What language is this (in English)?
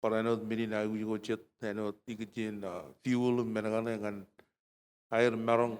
Marshallese